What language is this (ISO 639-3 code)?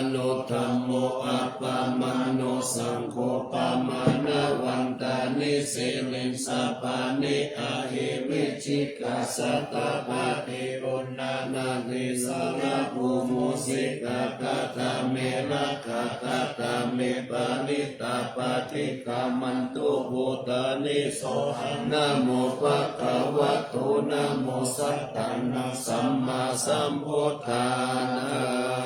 pli